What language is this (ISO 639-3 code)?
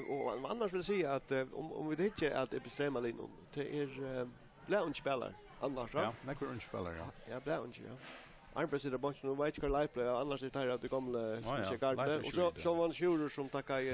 fao